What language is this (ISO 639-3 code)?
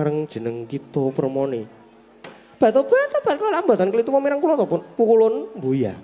jav